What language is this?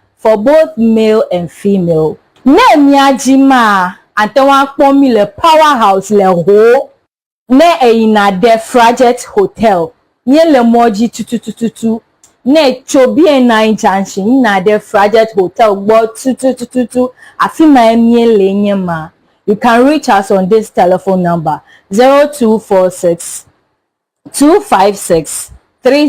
Ewe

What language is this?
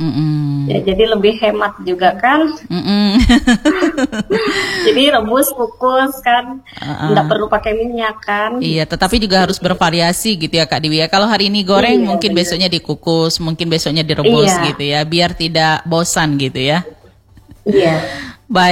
Indonesian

